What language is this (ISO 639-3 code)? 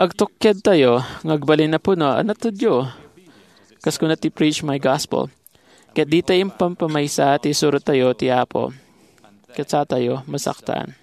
ilo